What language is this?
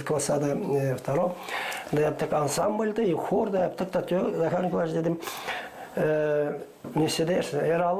Gagauz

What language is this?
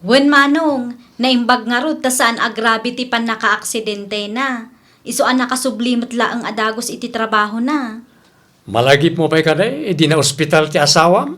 Iloko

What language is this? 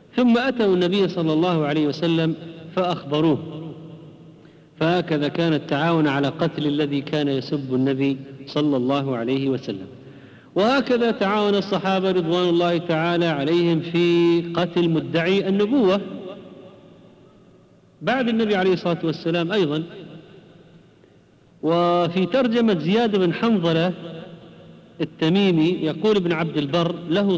Arabic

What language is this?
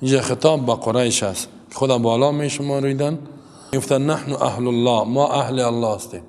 Persian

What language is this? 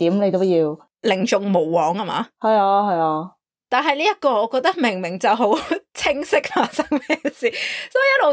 Cantonese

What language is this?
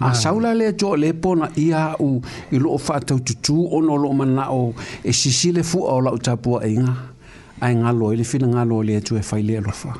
Samoan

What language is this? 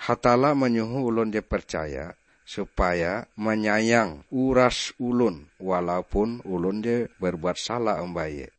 Ngaju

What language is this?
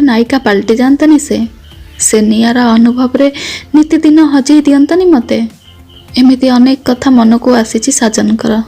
Odia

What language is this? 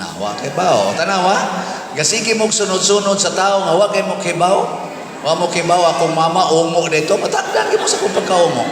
Cebuano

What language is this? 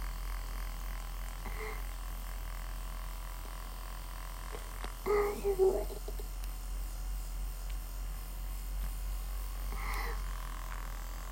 Japanese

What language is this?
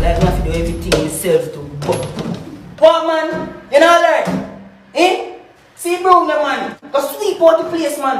Jamaican Creole English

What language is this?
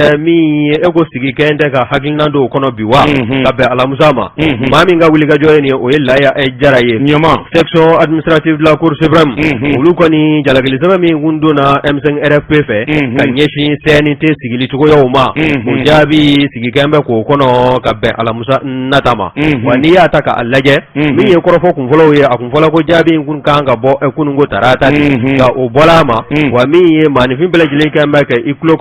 Bambara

